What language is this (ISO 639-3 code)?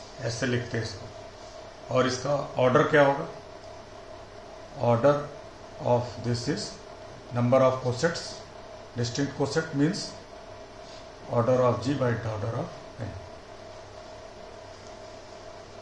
hin